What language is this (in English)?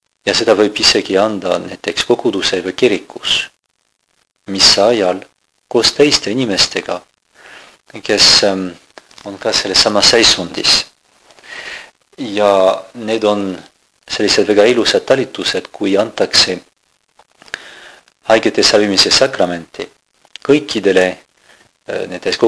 Estonian